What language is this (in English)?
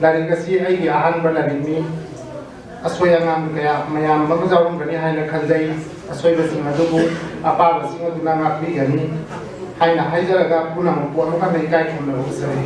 Manipuri